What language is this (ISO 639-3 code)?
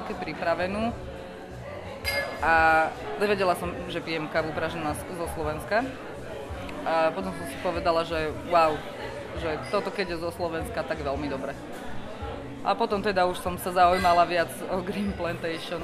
slk